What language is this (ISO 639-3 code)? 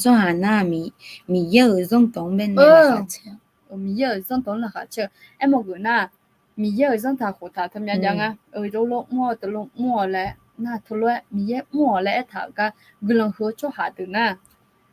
ahk